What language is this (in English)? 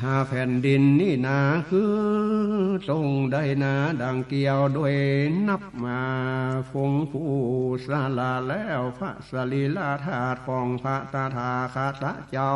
Northern Thai